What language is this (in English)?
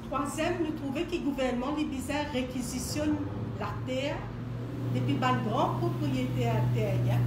Morisyen